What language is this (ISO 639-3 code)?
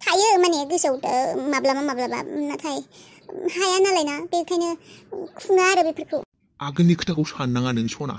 brx